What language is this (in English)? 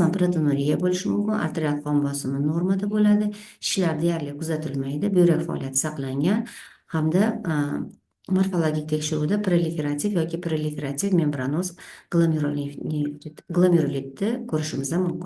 Uzbek